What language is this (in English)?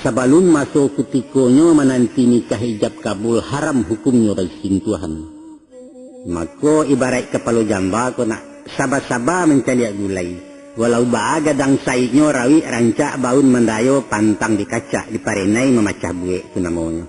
Minangkabau